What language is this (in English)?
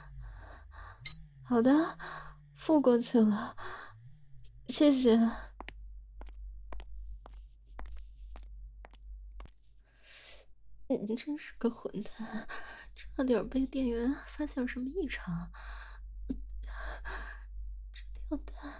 Chinese